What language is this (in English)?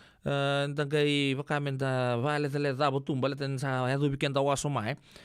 Fijian